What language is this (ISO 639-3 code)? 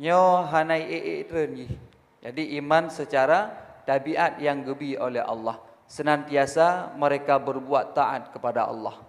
ace